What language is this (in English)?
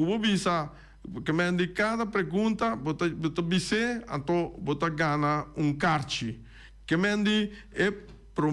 Papiamento